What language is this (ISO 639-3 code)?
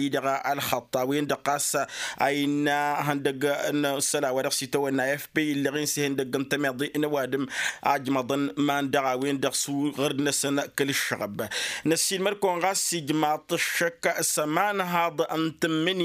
taq